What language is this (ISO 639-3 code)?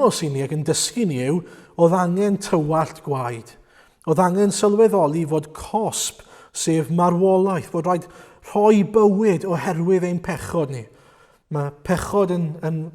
cym